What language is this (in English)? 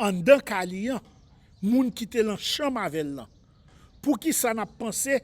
Haitian Creole